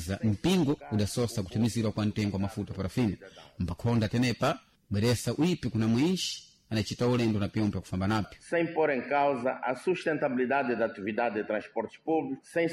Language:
Sena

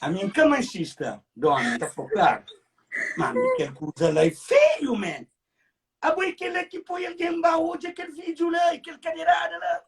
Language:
Kabuverdianu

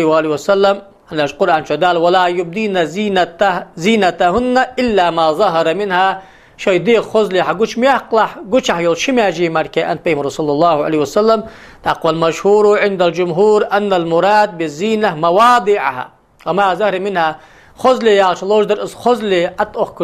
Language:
Ingush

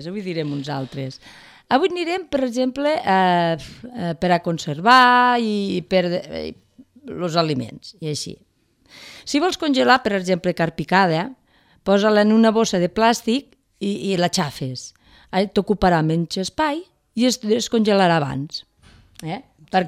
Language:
Catalan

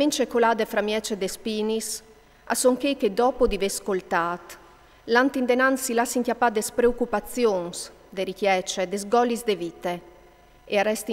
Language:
Friulian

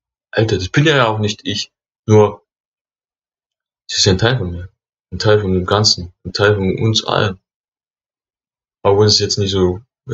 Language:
German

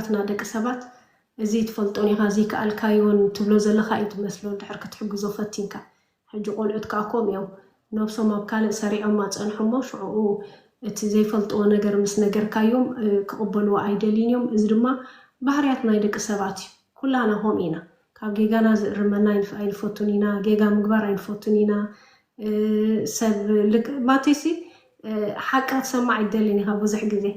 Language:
Tigrinya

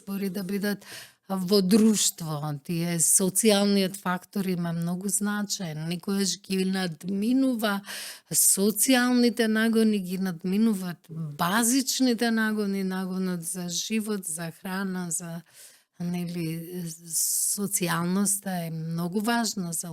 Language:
Macedonian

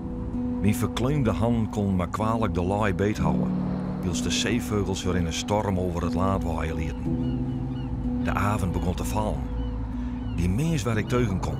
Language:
Western Frisian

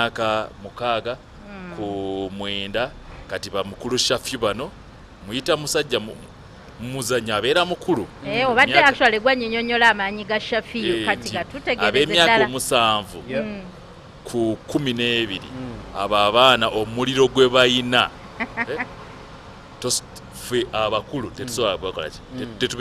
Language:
Ganda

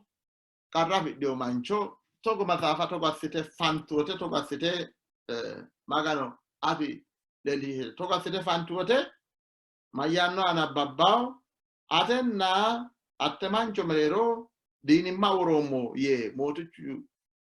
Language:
Sidamo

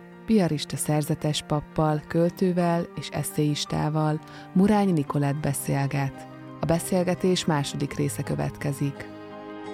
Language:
Hungarian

